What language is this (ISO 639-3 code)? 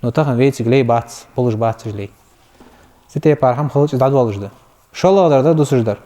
inh